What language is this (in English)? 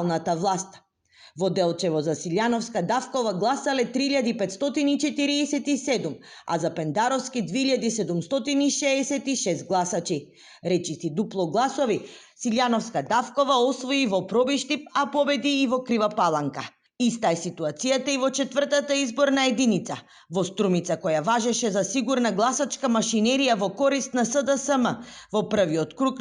Macedonian